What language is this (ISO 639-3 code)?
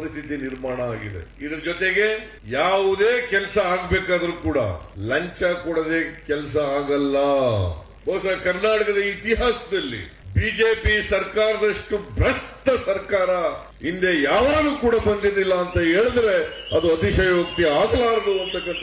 kan